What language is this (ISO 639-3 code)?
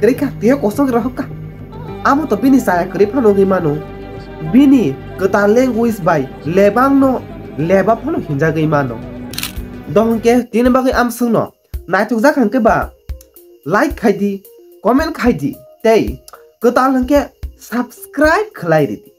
trp